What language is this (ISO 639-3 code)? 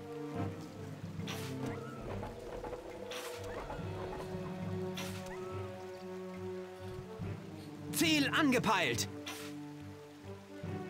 deu